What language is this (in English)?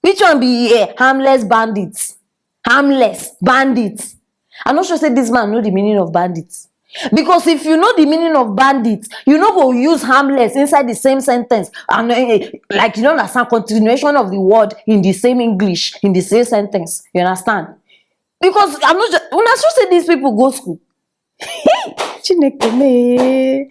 Nigerian Pidgin